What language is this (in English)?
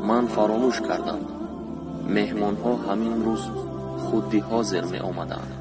Tajik